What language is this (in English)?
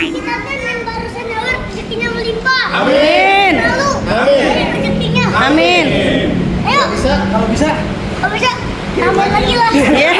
Betawi